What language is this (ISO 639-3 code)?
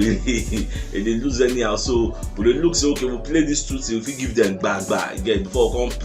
pcm